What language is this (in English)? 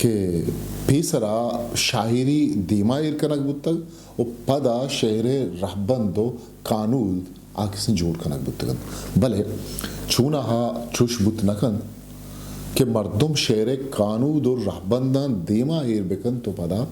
Eastern Balochi